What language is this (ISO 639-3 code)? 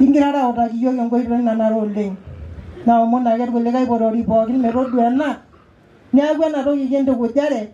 mas